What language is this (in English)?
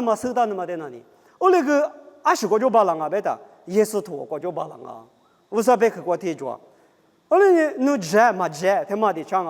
Lisu